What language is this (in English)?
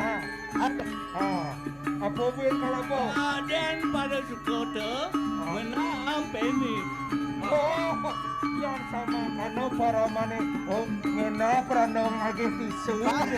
Balinese